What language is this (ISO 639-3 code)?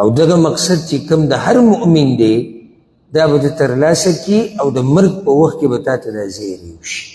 pus